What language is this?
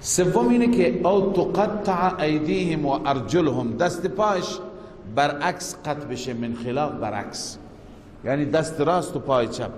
Persian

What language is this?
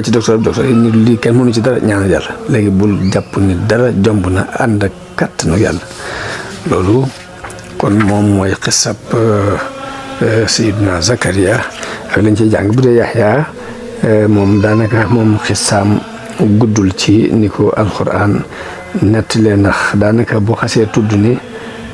Wolof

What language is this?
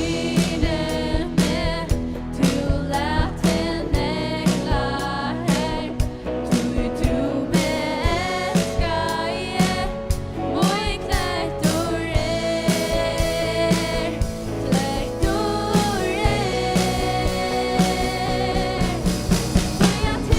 Faroese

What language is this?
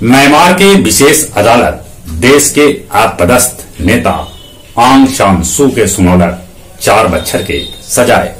Magahi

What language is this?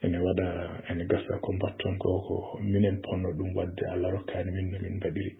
Fula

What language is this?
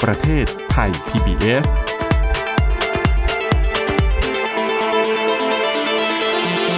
Thai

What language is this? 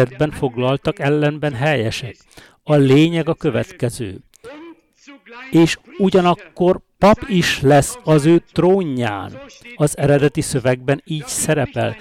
Hungarian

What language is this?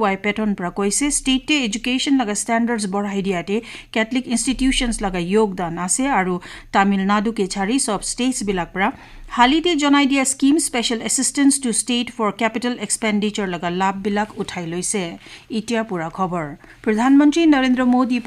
Naga Pidgin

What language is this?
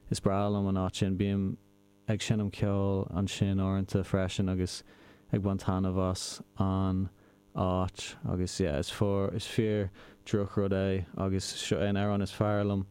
Irish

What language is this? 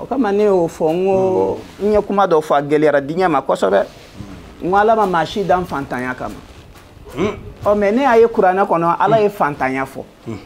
Bambara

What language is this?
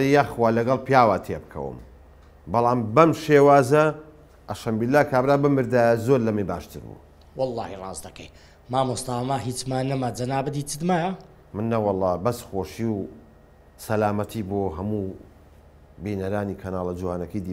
Central Kurdish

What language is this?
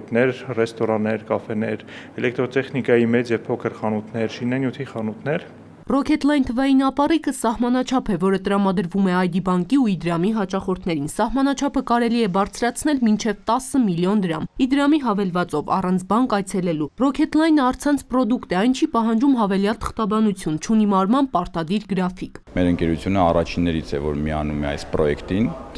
Armenian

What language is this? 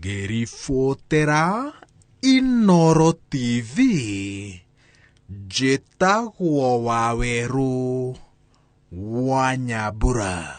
Kikuyu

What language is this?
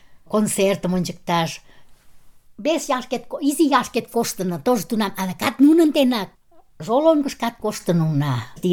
Mari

